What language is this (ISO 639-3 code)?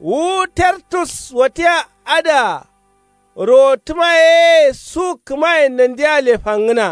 kau